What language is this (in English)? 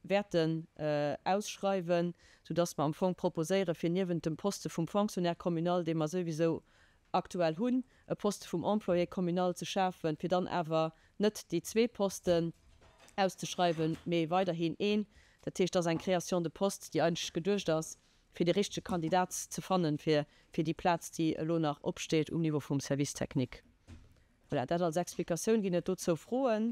Luxembourgish